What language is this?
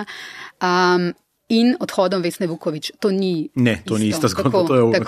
Slovenian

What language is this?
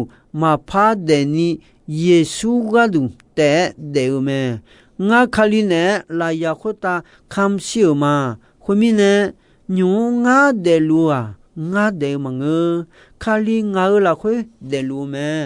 Akha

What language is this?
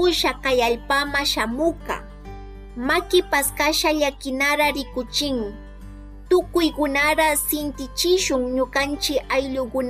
Chimborazo Highland Quichua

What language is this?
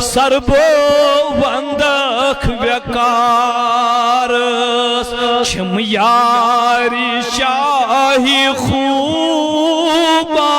Kashmiri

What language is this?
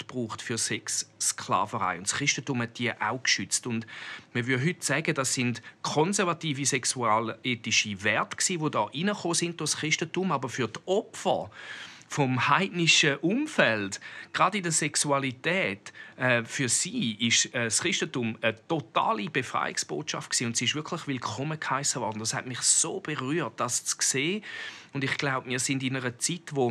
Swiss German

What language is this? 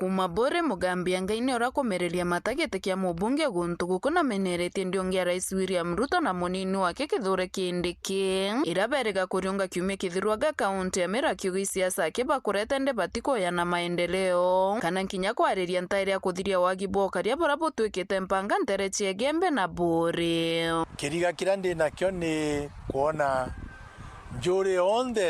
Meru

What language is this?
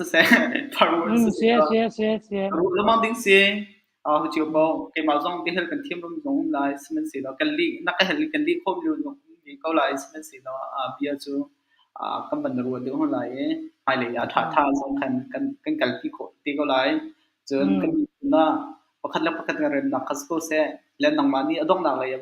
Hakha Chin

